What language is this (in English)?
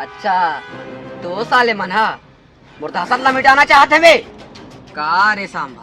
Chhattisgarhi